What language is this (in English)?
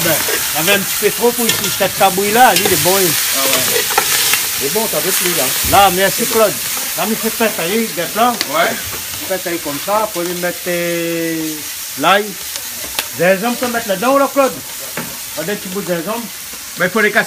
Réunion Creole French